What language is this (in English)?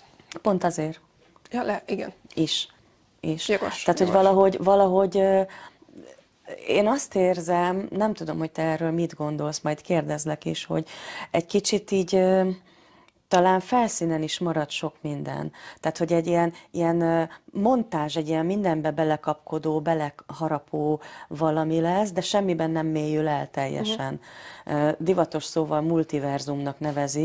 Hungarian